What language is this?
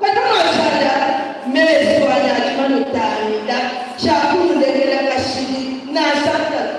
Luba-Lulua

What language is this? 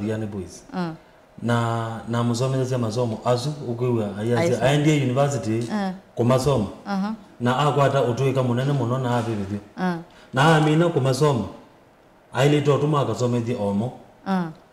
Kamba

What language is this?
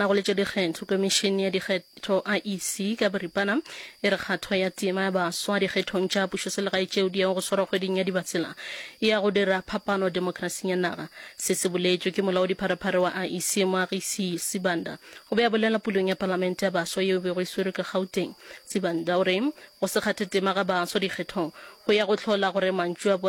Northern Sotho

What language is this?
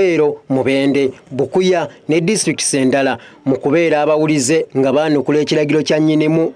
Ganda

